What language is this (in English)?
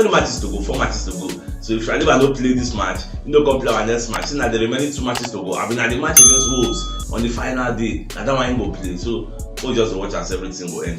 Nigerian Pidgin